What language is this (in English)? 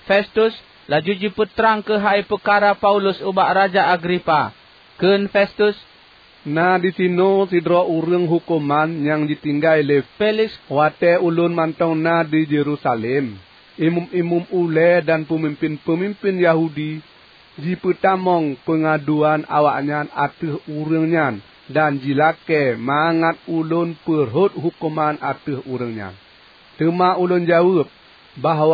Achinese